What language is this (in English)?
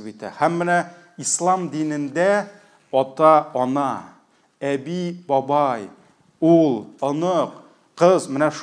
Tatar